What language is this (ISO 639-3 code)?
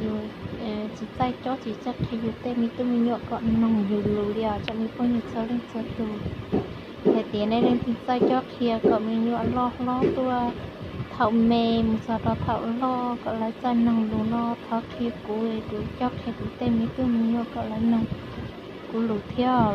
hmn